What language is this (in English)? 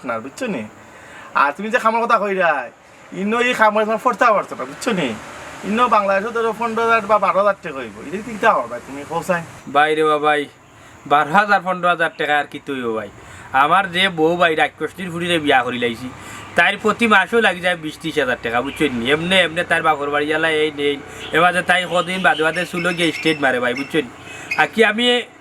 Sylheti